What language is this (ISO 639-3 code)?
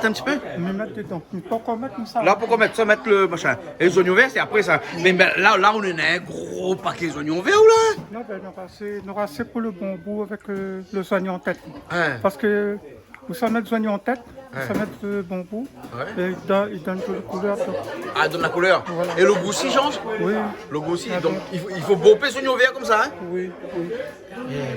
rcf